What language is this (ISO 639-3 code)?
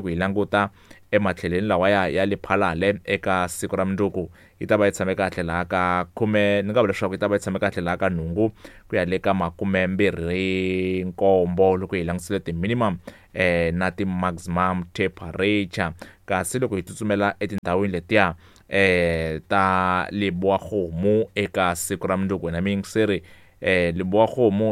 tso